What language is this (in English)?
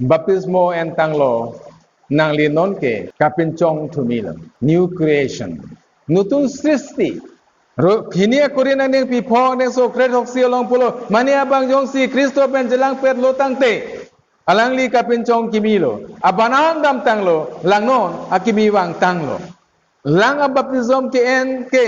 Karbi